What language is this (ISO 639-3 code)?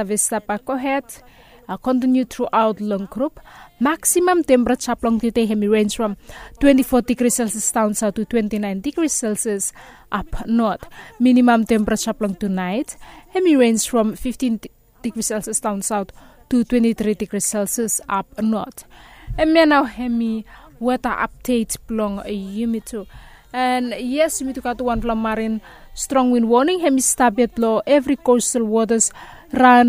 bis